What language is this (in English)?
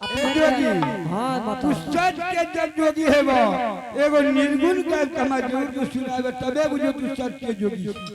Angika